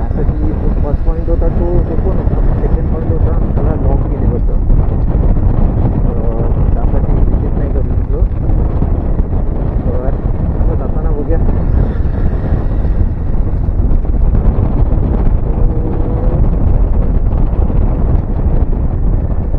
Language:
Marathi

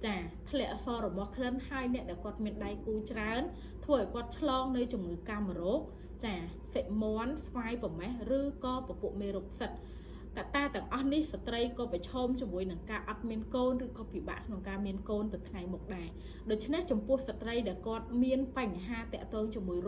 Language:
Khmer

